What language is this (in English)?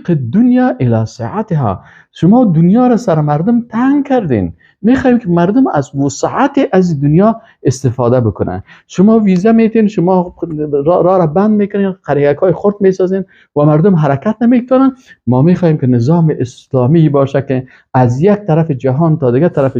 Persian